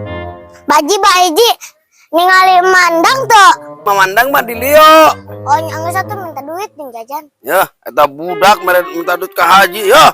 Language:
Sundanese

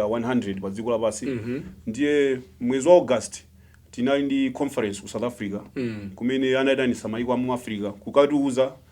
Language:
Nyanja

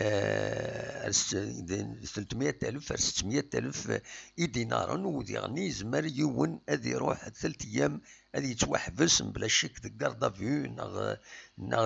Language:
Kabyle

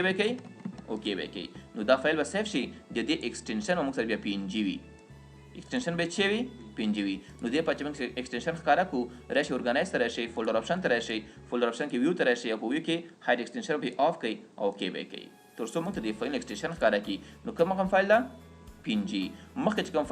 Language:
Pashto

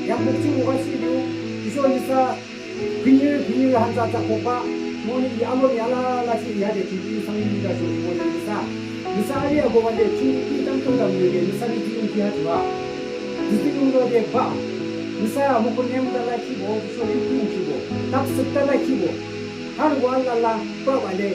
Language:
Yimchungru Naga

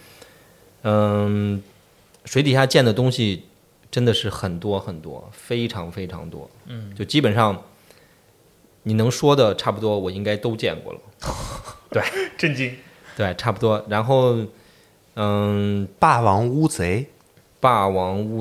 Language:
Chinese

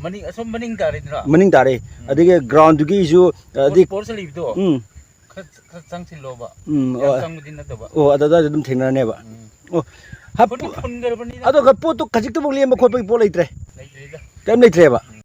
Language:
Manipuri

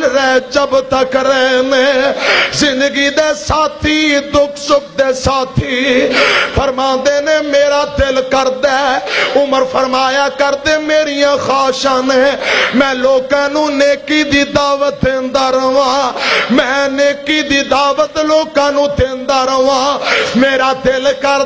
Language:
Western Panjabi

